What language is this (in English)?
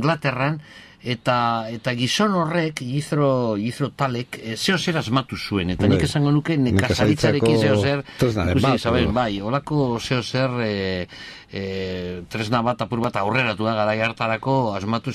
Basque